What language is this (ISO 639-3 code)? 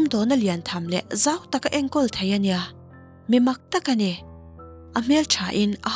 lus